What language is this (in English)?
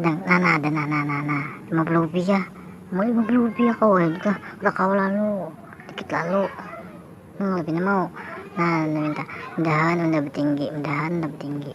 Banjar